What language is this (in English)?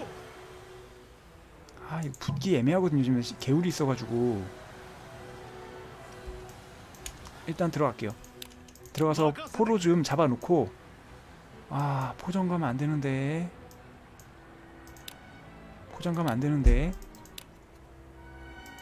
Korean